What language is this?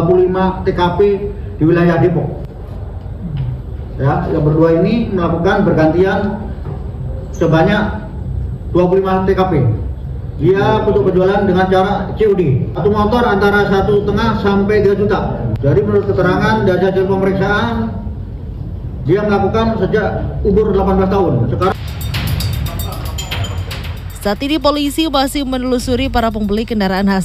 Indonesian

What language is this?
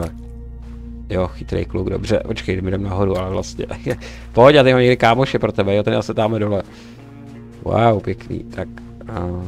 Czech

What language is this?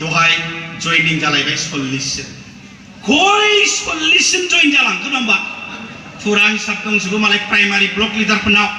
Bodo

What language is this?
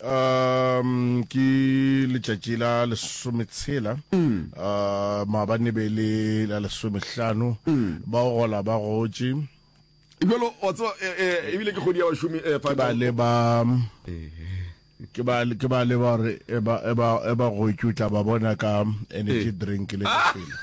Northern Sotho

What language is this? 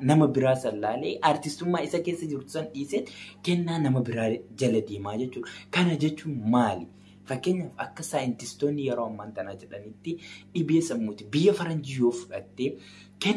Oromo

